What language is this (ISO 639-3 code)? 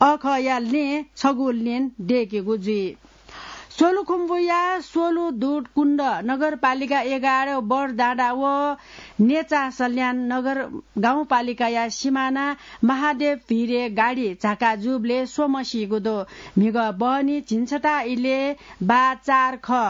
new